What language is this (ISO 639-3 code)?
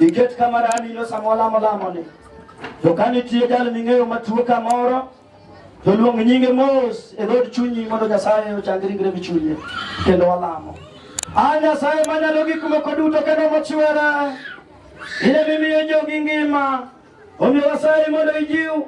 luo